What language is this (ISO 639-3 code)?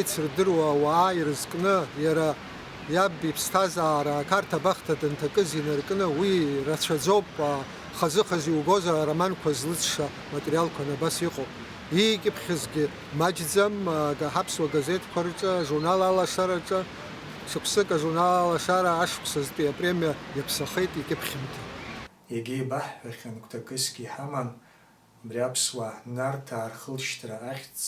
abk